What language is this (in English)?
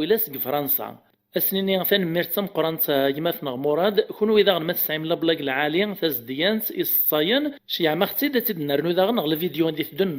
Kabyle